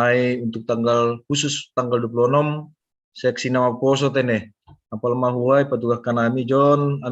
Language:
Batak Simalungun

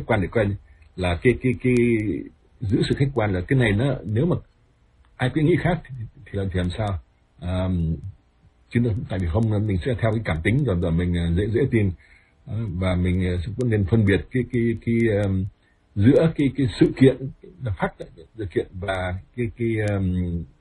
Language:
Vietnamese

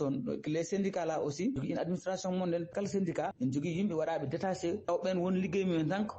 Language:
Fula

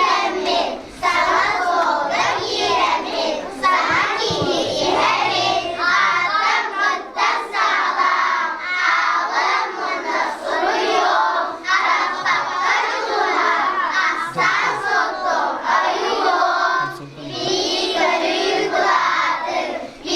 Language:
Yakut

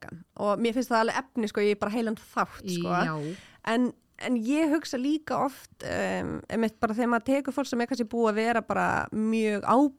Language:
Icelandic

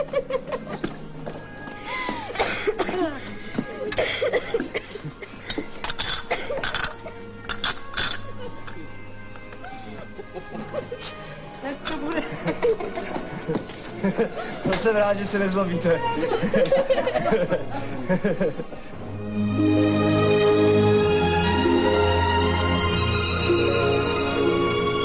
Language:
Czech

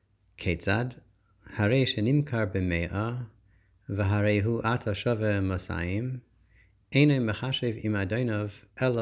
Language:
Hebrew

